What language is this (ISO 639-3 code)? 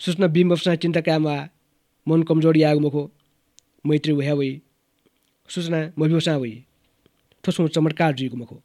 new